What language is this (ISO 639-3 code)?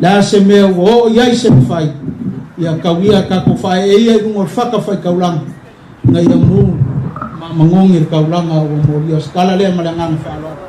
smo